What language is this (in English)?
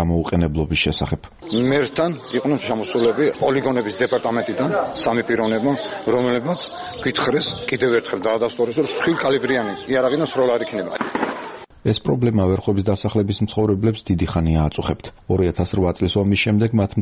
Georgian